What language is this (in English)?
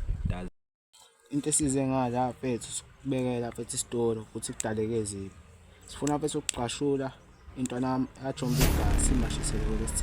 Zulu